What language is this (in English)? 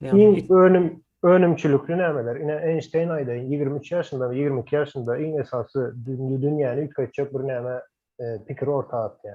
Turkmen